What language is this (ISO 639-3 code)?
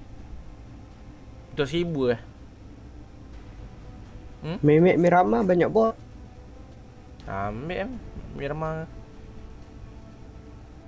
msa